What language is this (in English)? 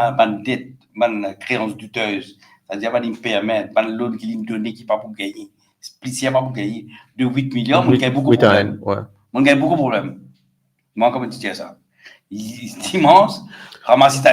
Morisyen